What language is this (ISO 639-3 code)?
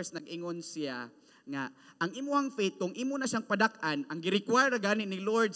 ceb